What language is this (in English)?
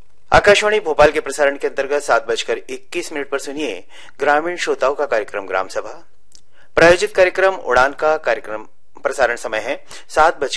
Hindi